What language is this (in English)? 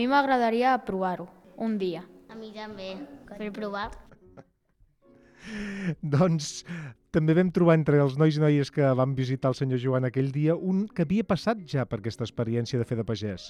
Catalan